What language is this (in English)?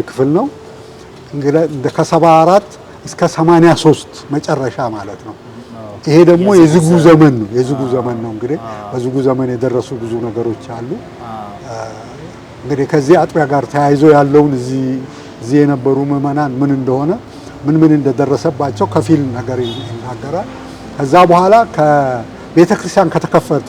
Amharic